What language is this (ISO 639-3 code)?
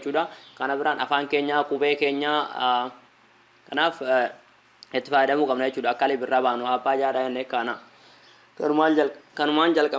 orm